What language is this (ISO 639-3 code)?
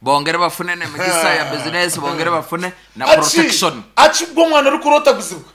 nyn